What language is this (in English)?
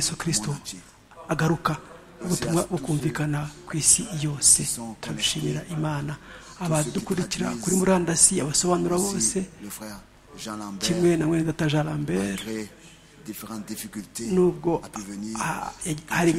Kinyarwanda